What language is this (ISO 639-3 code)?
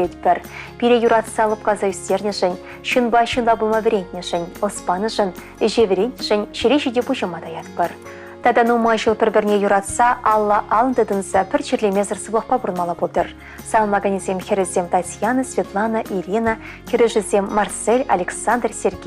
chv